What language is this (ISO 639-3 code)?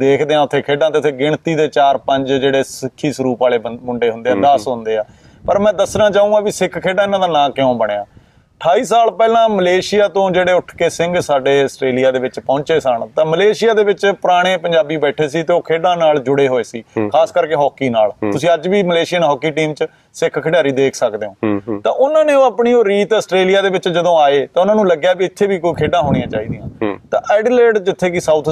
pan